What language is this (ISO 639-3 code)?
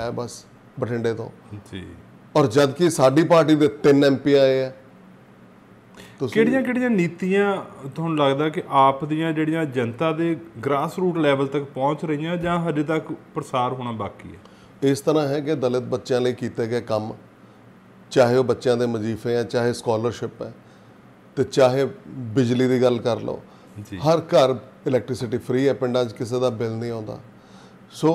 pan